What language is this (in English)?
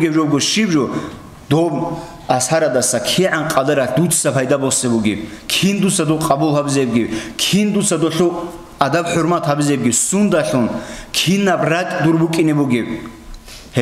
Avaric